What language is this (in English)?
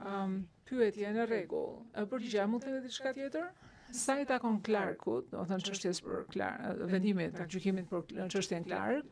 Albanian